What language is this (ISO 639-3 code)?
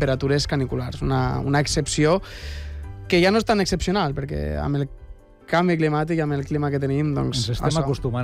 cat